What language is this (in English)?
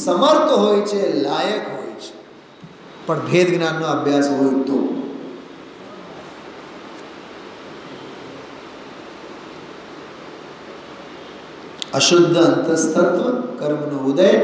Gujarati